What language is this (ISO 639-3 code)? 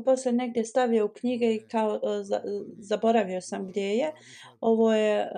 bos